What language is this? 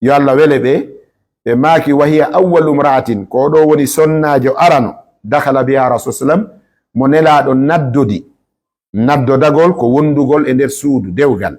Fula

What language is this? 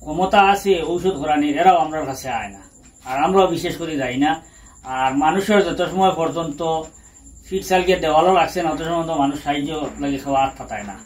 Sylheti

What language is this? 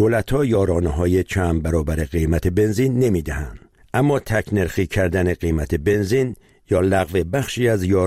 Persian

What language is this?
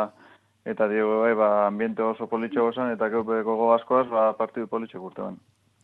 Basque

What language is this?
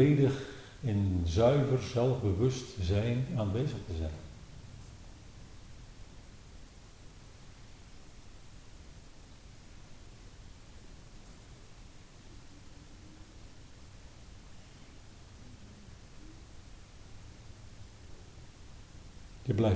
Dutch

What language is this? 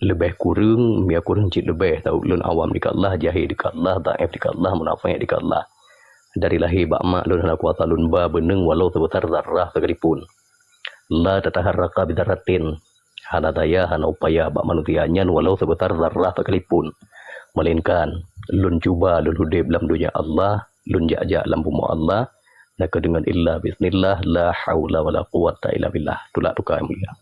Achinese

